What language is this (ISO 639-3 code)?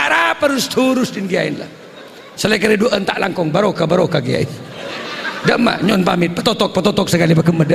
mad